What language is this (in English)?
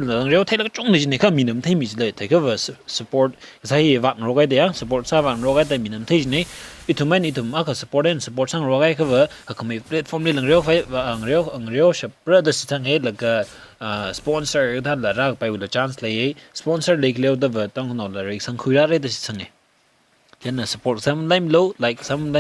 Tangkhul Naga (India)